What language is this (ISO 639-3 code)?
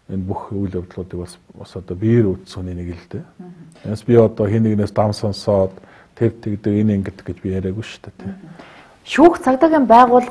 mon